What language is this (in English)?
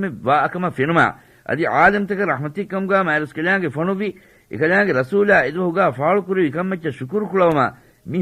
Divehi